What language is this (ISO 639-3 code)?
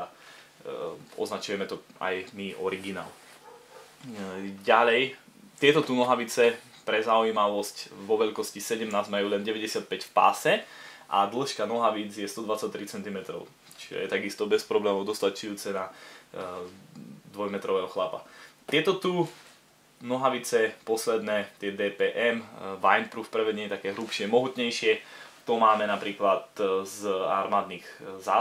slk